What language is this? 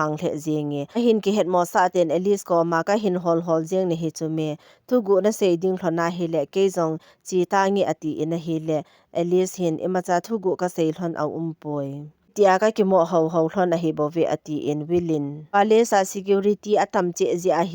Thado Chin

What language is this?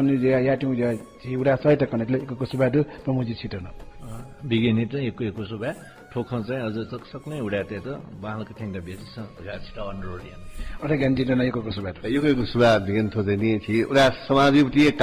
Newari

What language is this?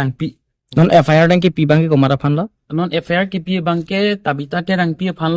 Karbi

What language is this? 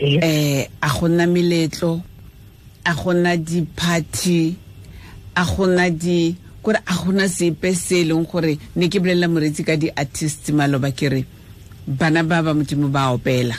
Tswana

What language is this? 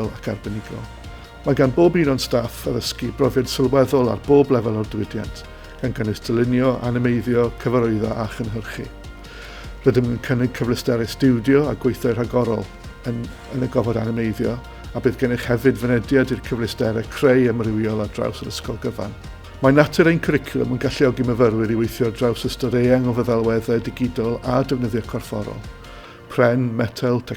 Welsh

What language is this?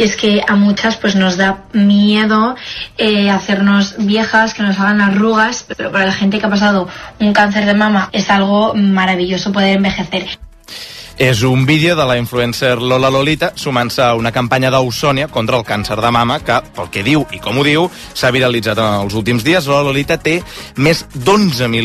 Catalan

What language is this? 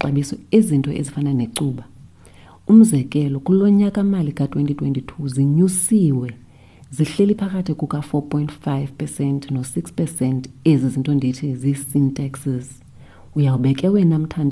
Xhosa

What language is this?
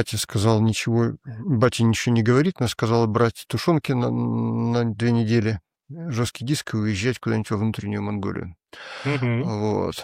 Russian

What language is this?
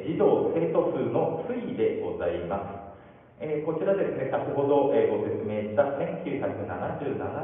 Japanese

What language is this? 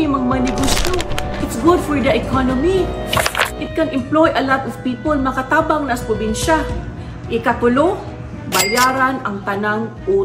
Cebuano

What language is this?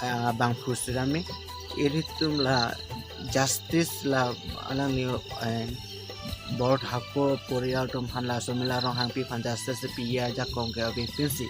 Karbi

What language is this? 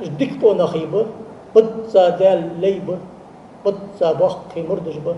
Ingush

